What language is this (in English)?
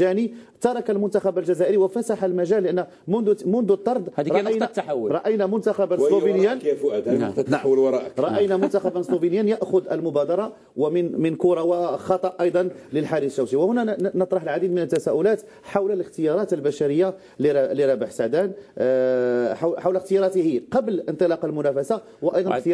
Algerian Arabic